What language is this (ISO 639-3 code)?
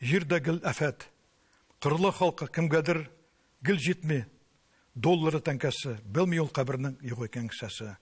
tat